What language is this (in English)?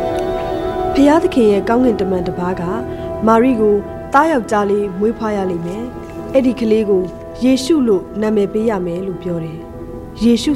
Burmese